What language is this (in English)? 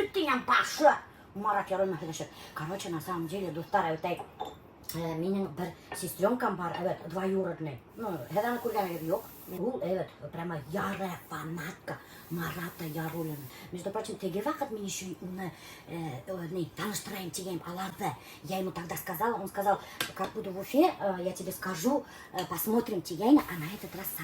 Bashkir